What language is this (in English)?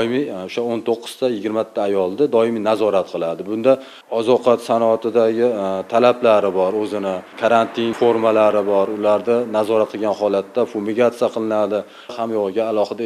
Uzbek